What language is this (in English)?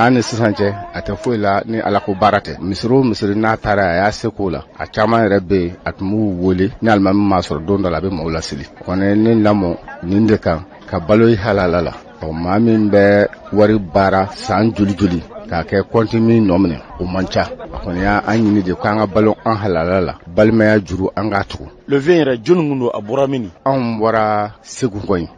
Bambara